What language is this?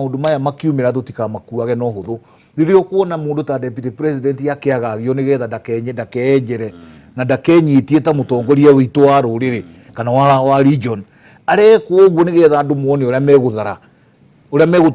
Kikuyu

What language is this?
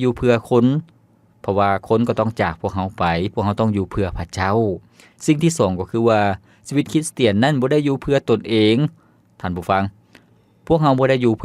Lao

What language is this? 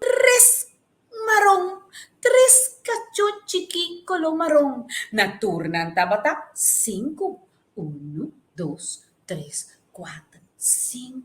Papiamento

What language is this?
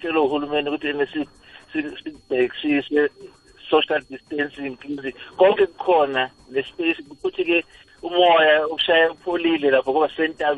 South Ndebele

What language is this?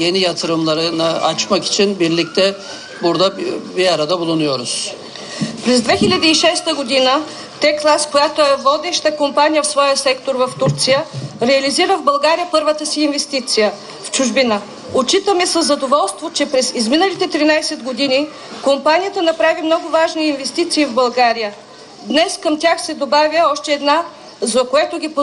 Bulgarian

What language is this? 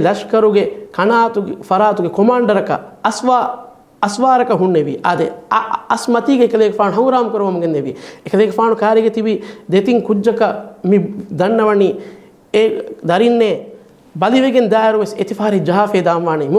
Divehi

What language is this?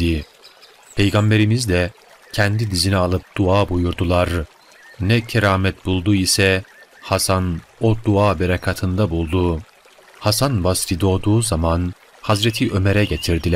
Turkish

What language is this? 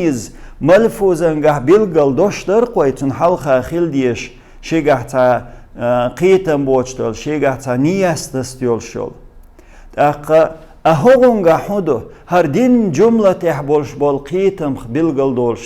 Chechen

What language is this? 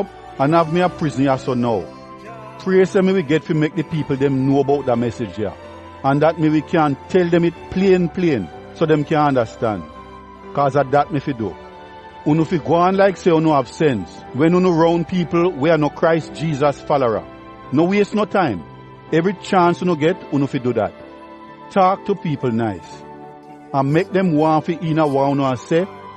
Jamaican Creole English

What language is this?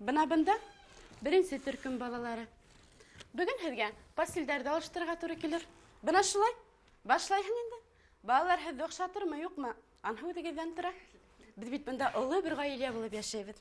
Bashkir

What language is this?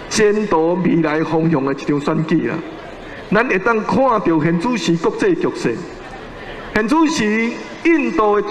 Min Nan Chinese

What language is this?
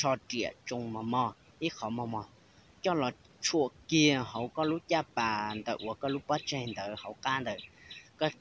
Hmong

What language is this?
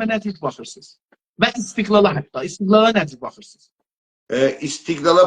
South Azerbaijani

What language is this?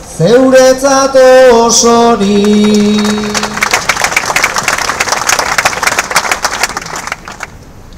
Basque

